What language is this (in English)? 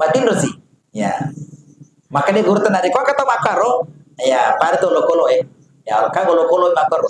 Buginese